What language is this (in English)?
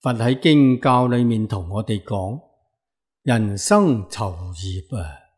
Cantonese